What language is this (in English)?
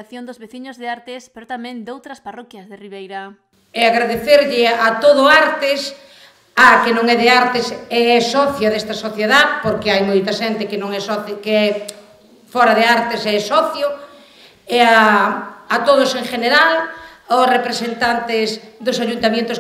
Galician